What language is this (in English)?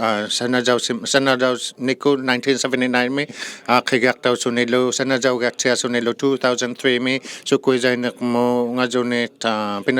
Inuktitut